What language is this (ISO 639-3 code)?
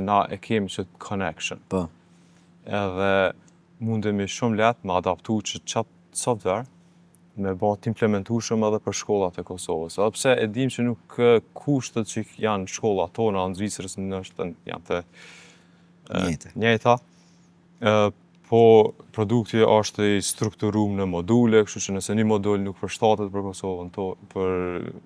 sqi